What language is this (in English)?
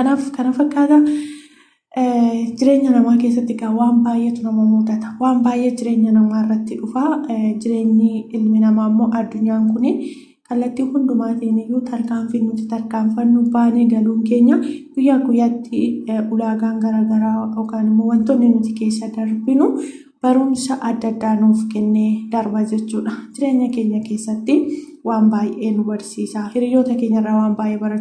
Oromo